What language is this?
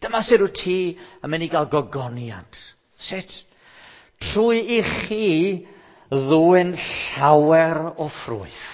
Welsh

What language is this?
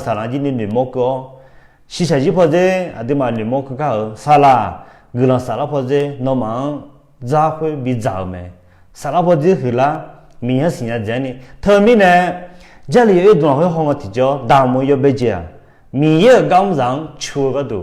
Akha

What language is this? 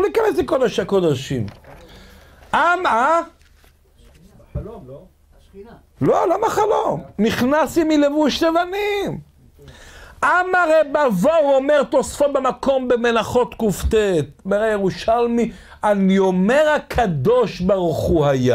Hebrew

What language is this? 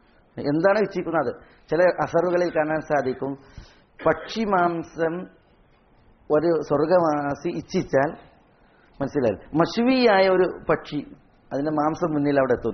Malayalam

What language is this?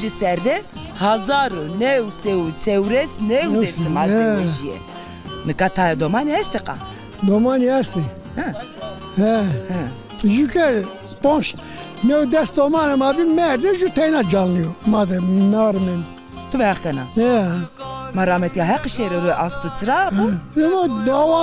Zaza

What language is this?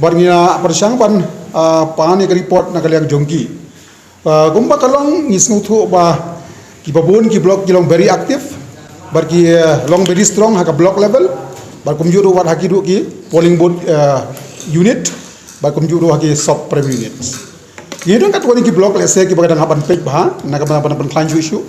Khasi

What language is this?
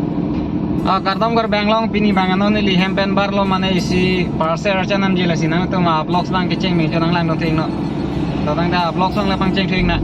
Karbi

